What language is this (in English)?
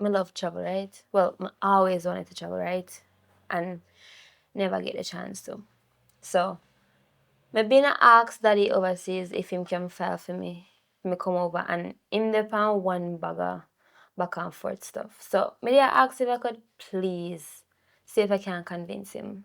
Jamaican Creole English